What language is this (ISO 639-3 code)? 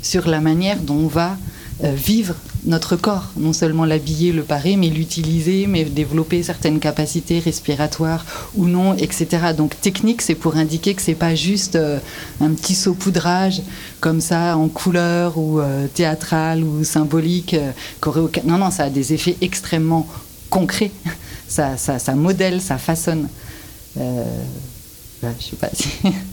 fra